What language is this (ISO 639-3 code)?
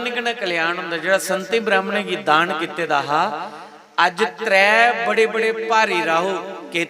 doi